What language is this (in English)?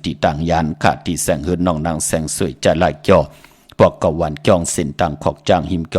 Shan